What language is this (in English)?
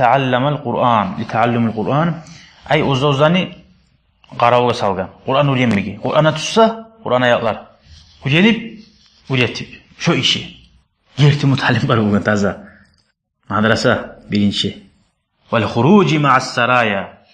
Kumyk